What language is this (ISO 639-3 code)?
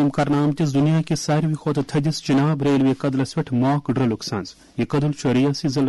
kas